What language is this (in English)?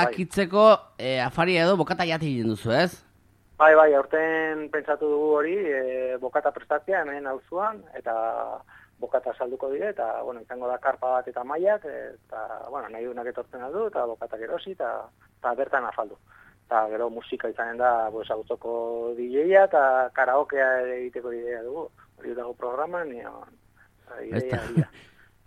Basque